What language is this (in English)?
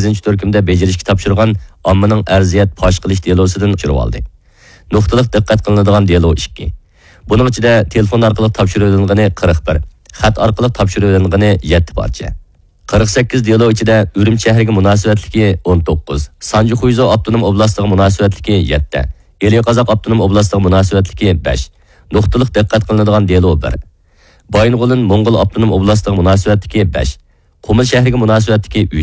Uyghur